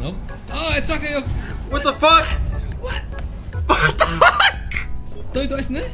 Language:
Faroese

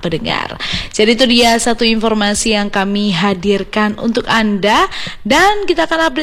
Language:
Indonesian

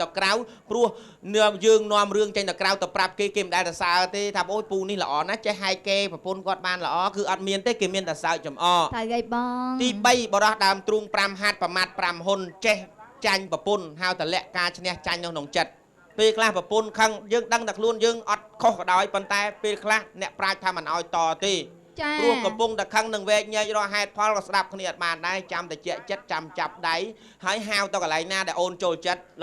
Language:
Khmer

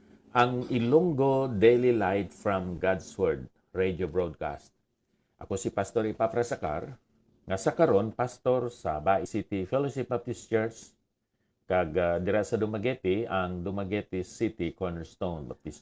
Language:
Hiligaynon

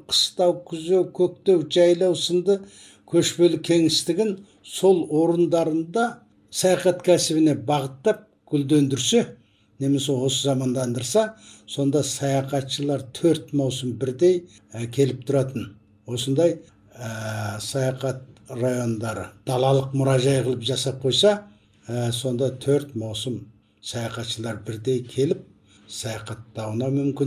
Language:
Kazakh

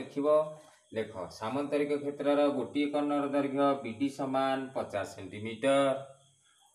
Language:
Odia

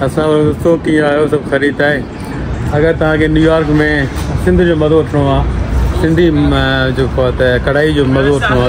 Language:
Sindhi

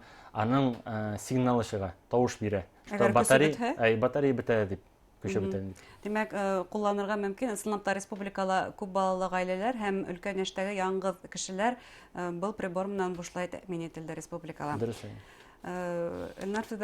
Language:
Bashkir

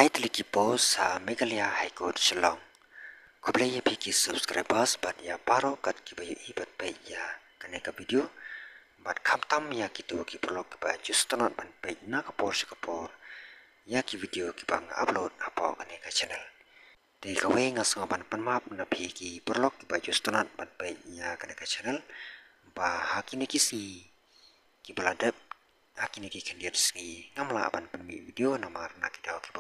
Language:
Khasi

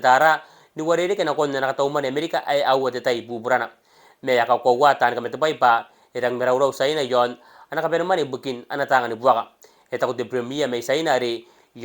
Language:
Gilbertese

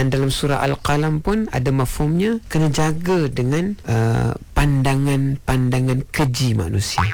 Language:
Malay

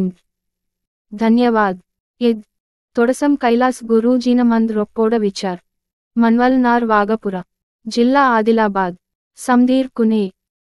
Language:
Gondi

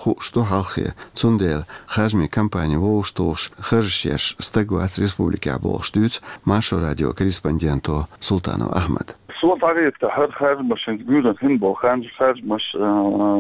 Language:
Chechen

